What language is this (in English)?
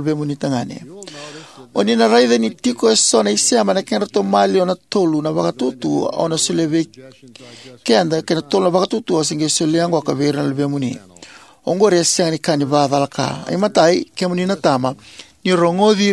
Fijian